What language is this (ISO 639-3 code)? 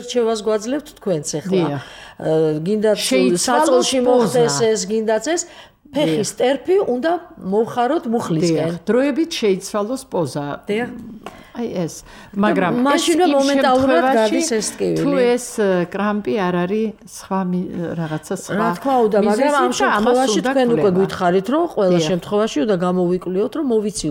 kat